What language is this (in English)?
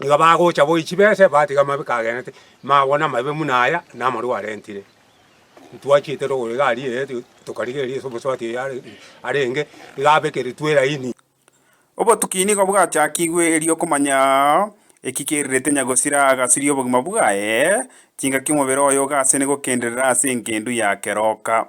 Gusii